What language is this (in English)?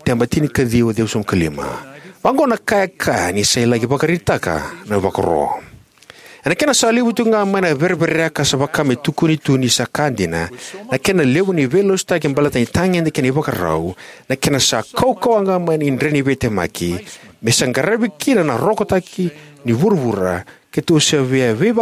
Fijian